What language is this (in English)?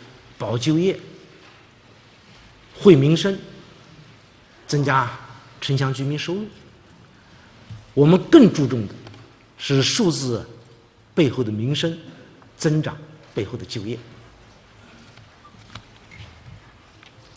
Chinese